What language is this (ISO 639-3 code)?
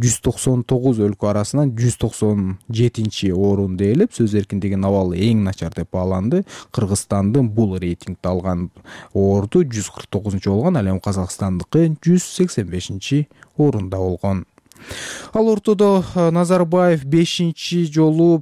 kir